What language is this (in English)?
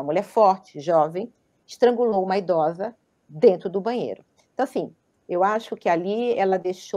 Portuguese